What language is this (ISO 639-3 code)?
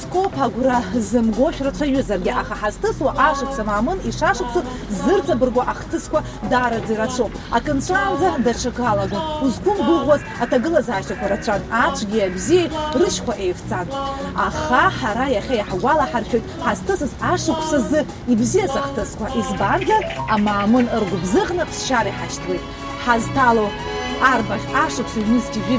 abk